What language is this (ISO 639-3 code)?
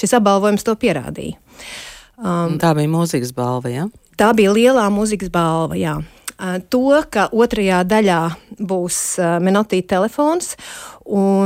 lav